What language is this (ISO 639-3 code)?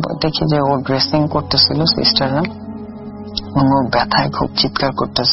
ben